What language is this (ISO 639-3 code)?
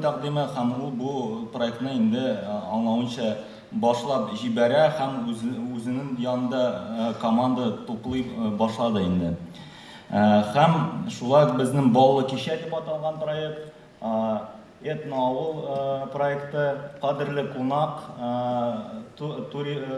tat